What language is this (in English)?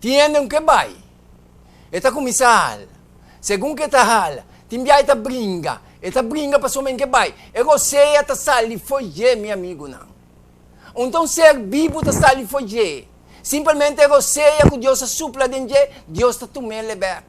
Papiamento